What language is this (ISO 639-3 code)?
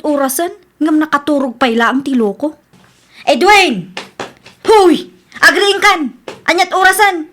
ilo